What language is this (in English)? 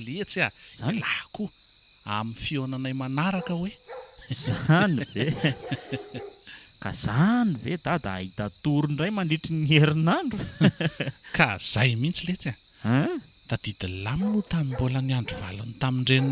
Malagasy